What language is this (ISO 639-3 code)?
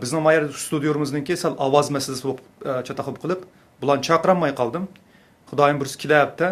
uig